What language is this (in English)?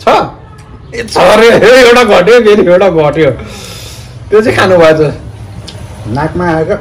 Nepali